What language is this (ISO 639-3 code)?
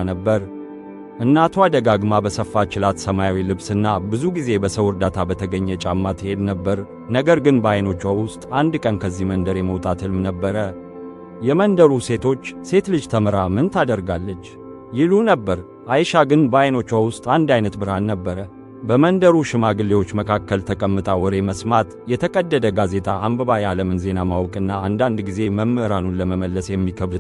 amh